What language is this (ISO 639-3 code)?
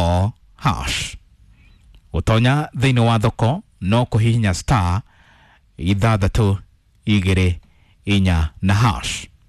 kik